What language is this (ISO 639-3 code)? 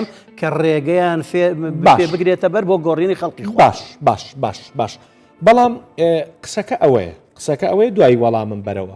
ckb